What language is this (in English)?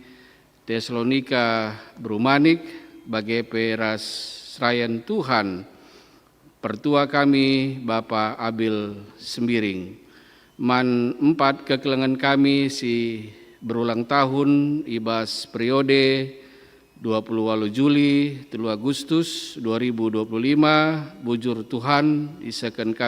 Batak Karo